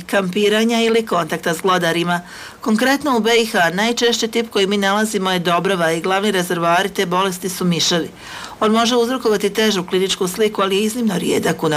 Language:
Bosnian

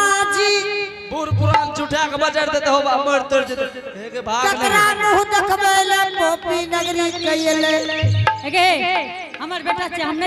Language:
Angika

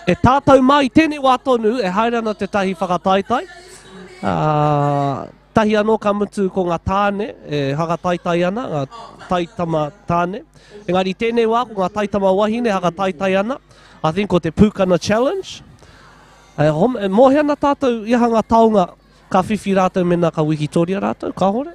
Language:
Māori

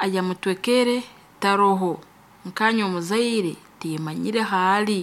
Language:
Nyankole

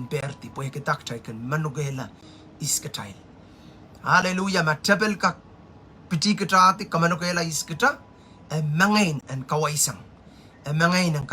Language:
Pohnpeian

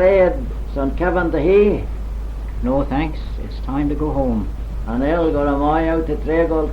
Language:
Manx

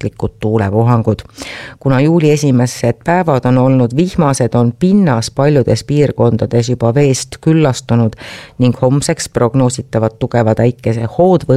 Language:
Estonian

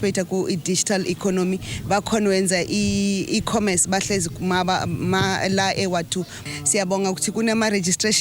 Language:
Zulu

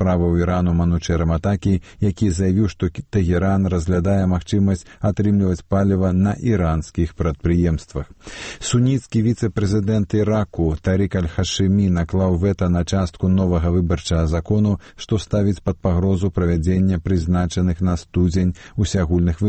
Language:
Belarusian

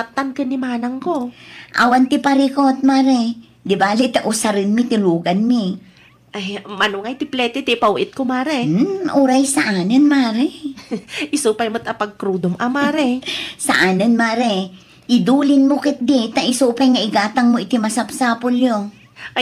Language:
Iloko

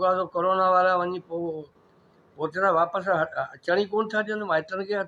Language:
Sindhi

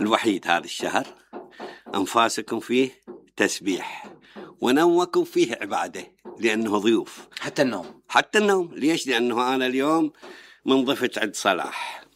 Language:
Mesopotamian Arabic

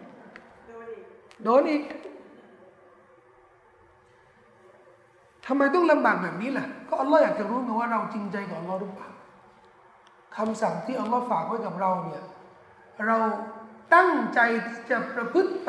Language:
Thai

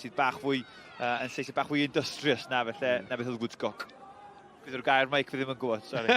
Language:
Welsh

